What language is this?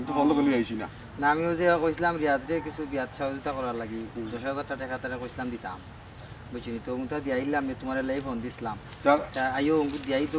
Sylheti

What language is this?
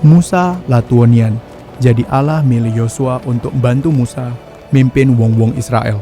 Musi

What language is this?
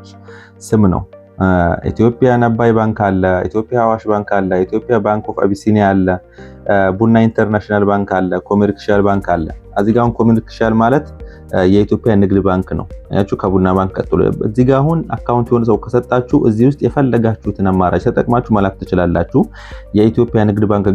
Amharic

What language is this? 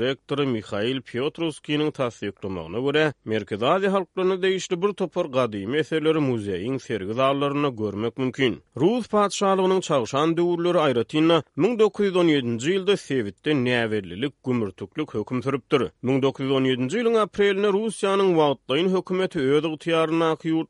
Turkmen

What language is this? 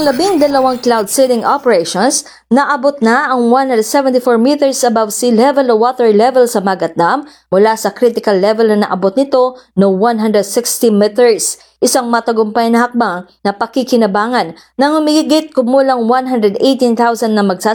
Filipino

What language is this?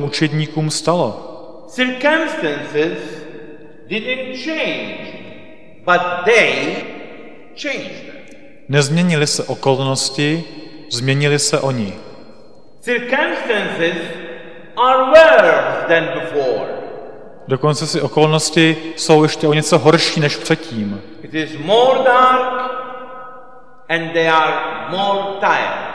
Czech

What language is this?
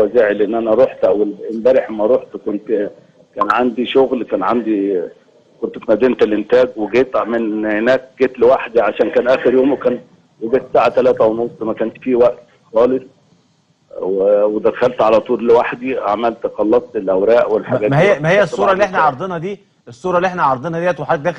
Egyptian Arabic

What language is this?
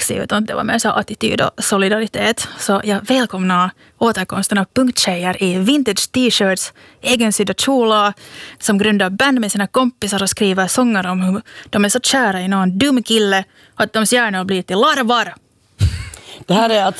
Swedish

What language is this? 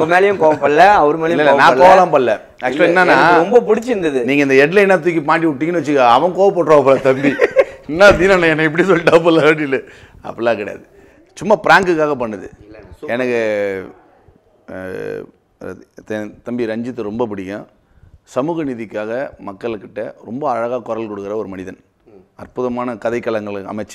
Tamil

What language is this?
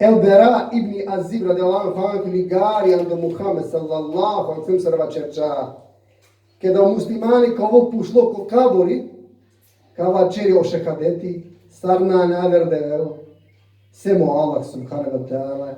Balkan Romani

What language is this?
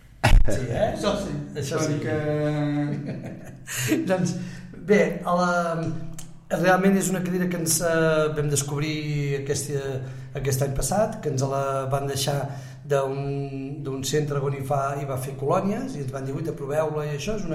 Catalan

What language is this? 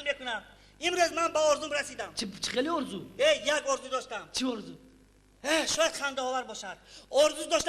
Tajik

